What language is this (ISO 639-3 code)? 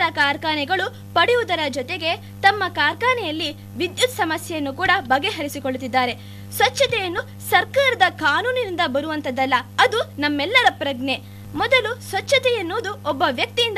kan